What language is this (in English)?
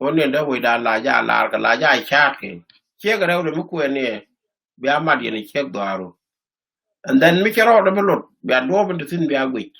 Nuer